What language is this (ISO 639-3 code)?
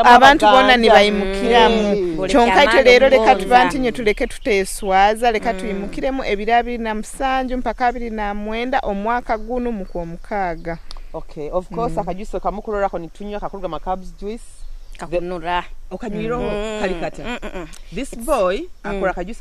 nyo